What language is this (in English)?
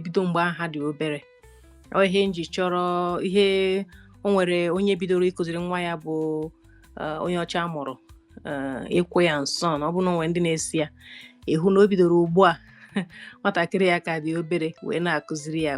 Igbo